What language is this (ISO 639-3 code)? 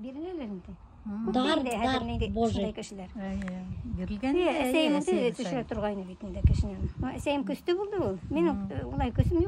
bak